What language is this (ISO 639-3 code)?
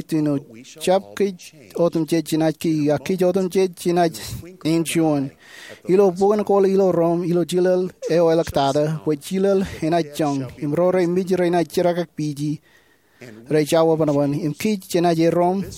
mah